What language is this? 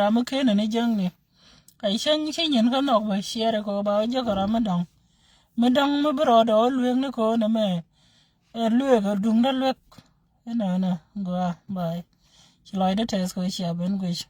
Nuer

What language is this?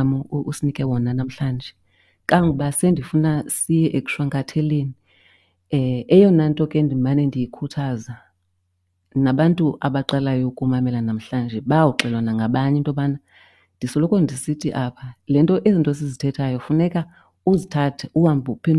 Xhosa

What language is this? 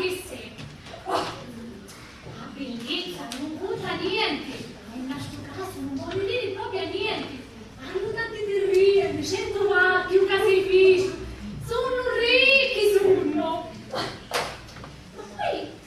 Sicilian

